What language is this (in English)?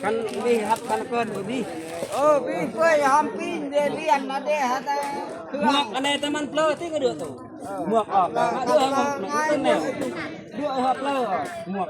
Northeastern Thai